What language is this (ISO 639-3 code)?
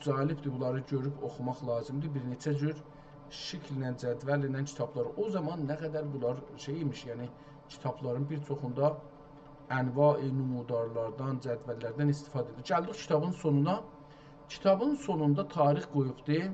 azb